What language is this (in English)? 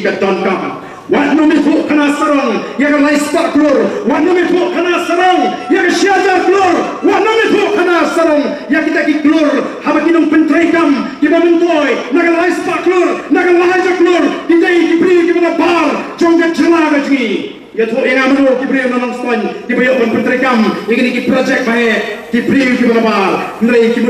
Khasi